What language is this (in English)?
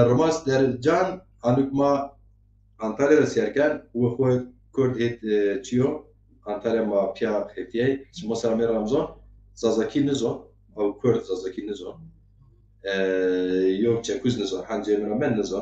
Zaza